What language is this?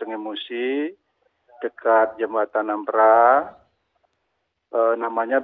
Indonesian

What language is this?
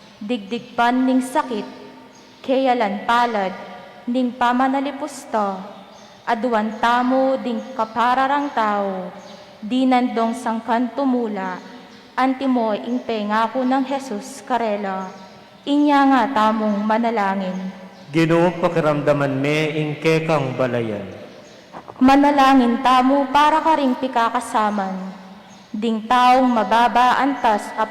Pampanga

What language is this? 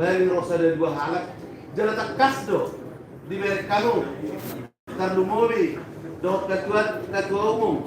Batak Toba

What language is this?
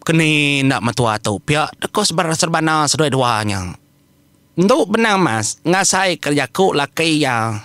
Iban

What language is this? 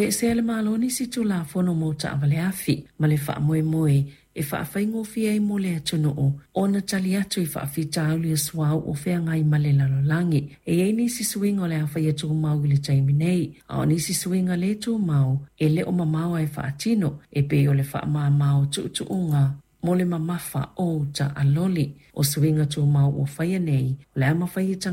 Samoan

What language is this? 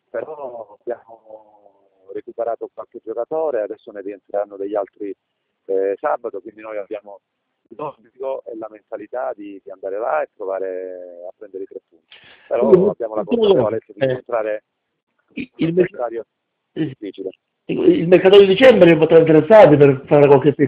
Italian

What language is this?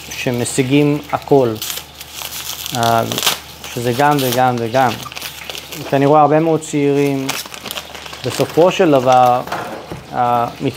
Hebrew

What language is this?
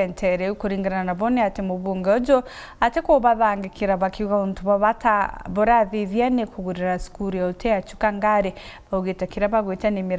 Meru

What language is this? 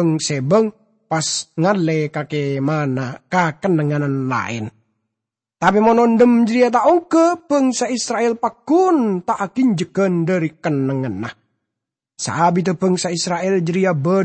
Madurese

